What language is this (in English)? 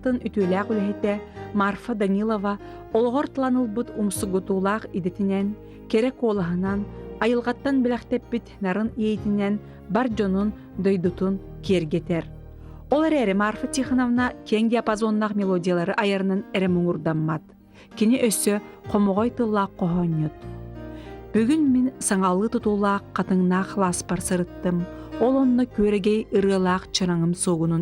Yakut